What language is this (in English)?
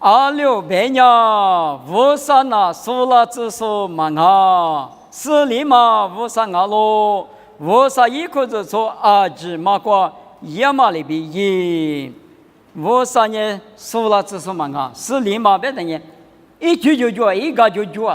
Lisu